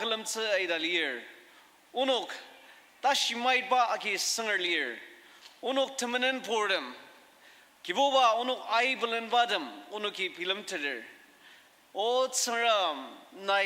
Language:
Ao Naga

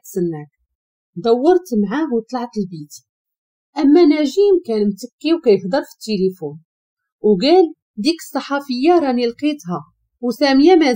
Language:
Moroccan Arabic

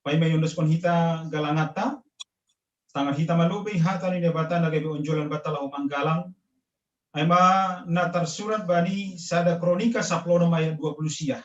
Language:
Batak Simalungun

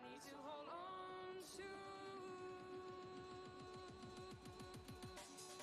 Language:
Polish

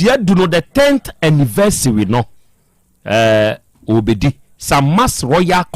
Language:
Akan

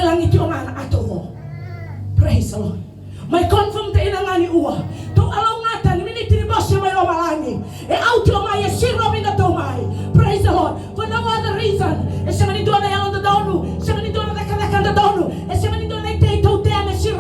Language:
Fijian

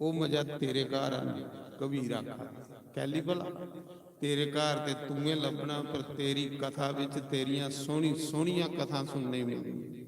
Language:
Dogri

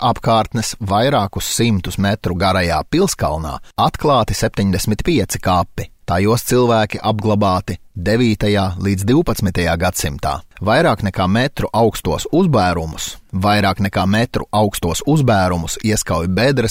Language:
Latvian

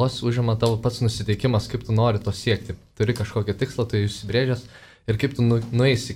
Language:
Lithuanian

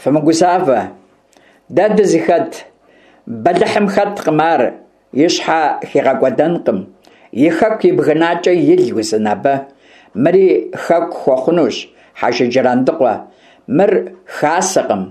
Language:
Kabardian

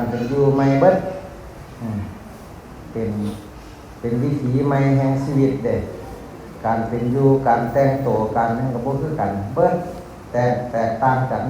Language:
Northeastern Thai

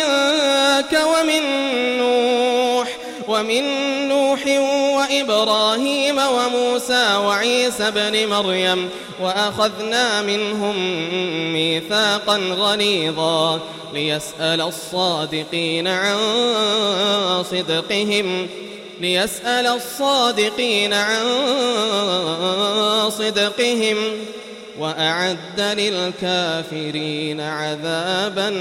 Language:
Arabic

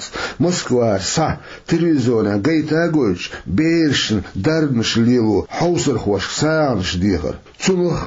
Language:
Chechen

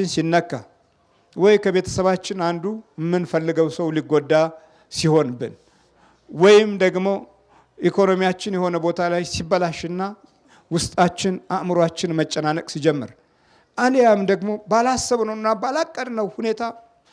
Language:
Amharic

